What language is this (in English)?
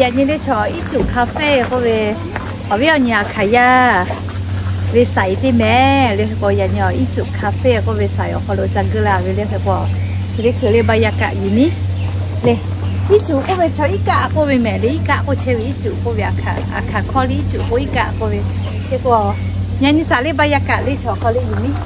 Lahu